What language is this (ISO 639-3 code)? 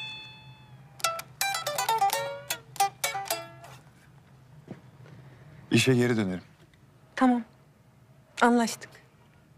tur